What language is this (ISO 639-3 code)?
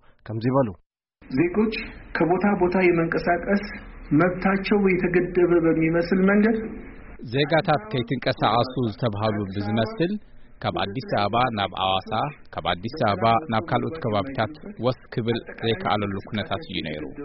tir